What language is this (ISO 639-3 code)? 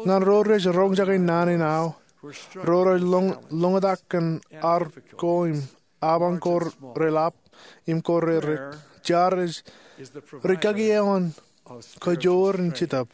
mah